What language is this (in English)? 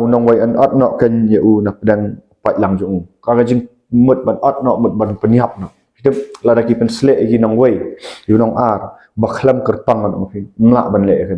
Khasi